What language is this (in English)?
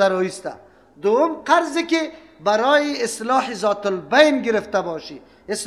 Persian